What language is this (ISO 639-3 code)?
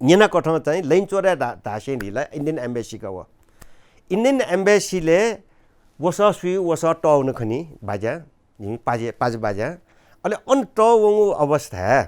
new